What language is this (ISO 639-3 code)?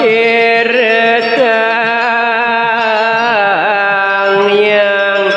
ban